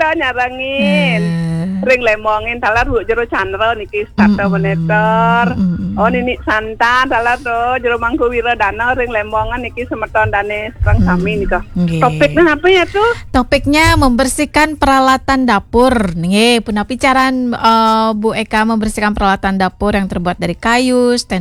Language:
Balinese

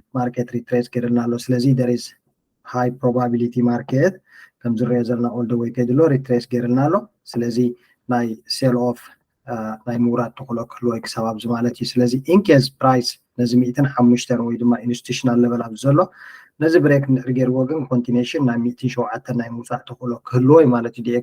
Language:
Tigrinya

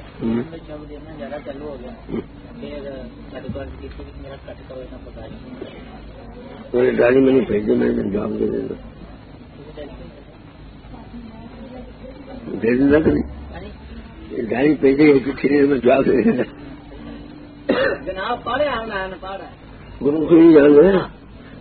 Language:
Urdu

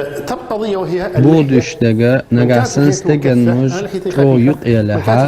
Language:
Chechen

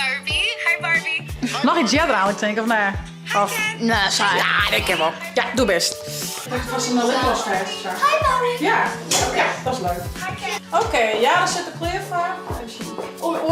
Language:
Western Frisian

